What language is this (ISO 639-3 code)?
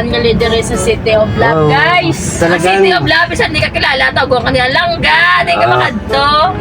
hil